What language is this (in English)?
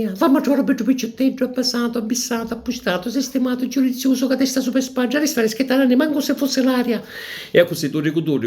Sicilian